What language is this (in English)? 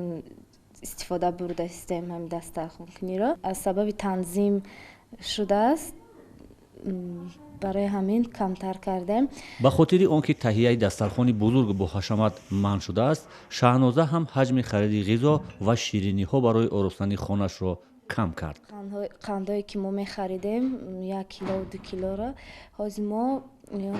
Tajik